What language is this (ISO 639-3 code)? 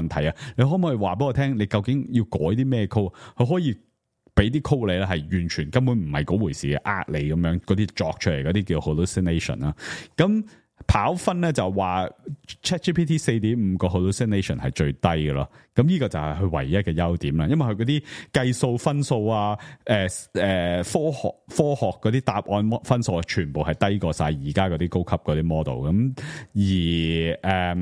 yue